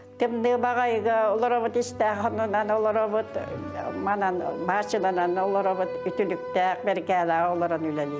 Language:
Yakut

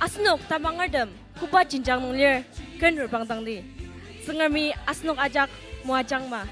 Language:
Ao Naga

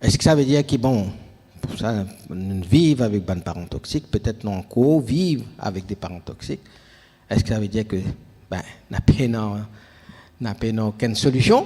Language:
Morisyen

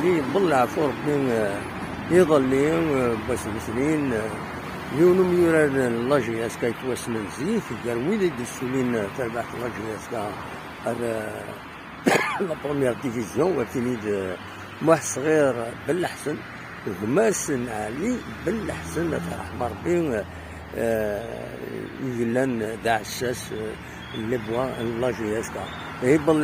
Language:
Kabyle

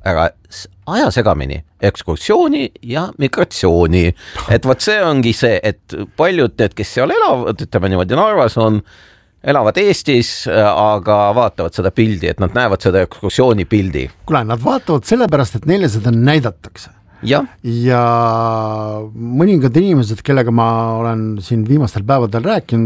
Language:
Estonian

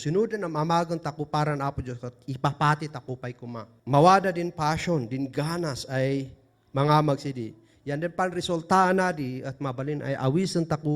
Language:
Kankanaey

